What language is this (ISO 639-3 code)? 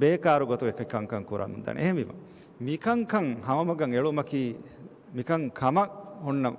div